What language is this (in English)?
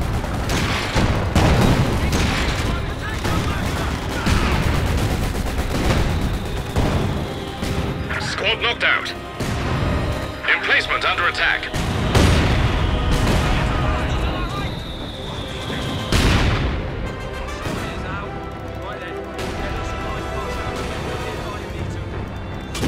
English